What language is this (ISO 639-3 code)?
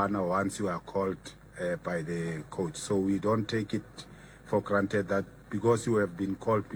sot